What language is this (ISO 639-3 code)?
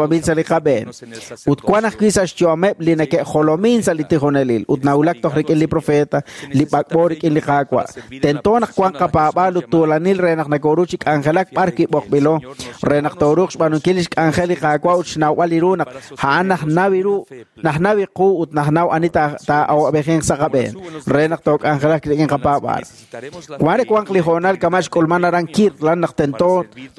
kek